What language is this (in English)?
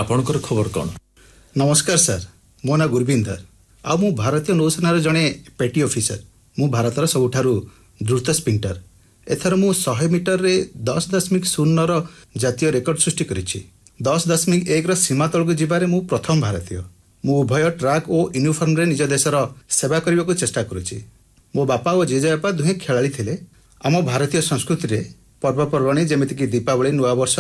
Odia